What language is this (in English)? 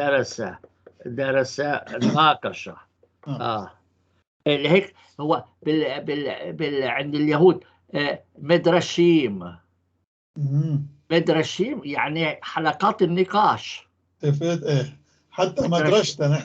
North Levantine Arabic